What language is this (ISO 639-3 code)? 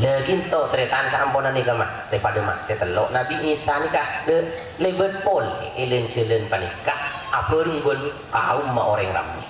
mad